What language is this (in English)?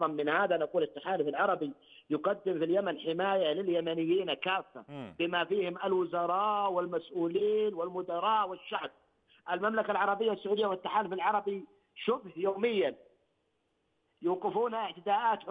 Arabic